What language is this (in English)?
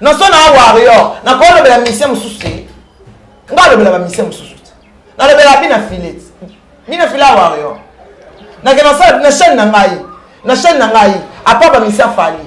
Lingala